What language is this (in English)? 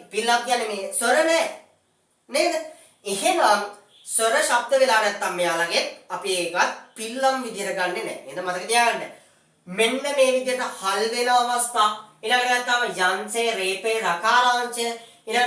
Sinhala